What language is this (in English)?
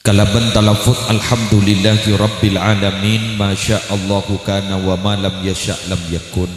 Madurese